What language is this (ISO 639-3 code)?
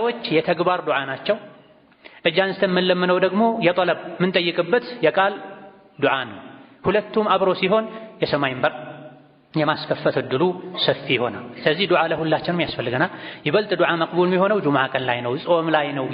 amh